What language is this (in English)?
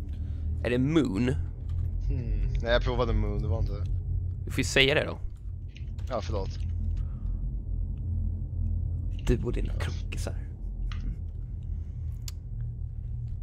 Swedish